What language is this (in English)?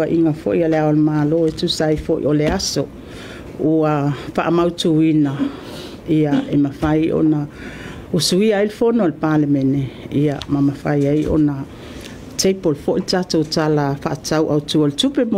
Samoan